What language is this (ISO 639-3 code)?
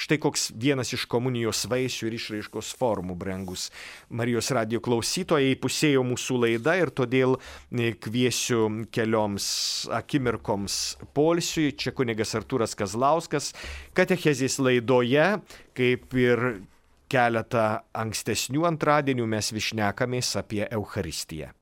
lit